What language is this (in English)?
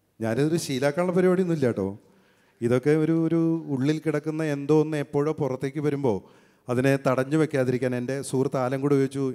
Malayalam